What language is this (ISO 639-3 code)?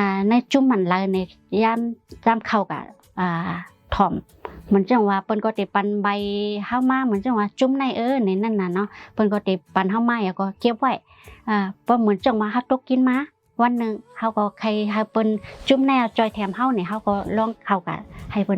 shn